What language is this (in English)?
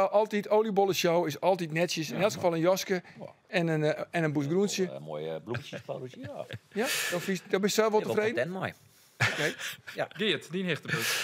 Western Frisian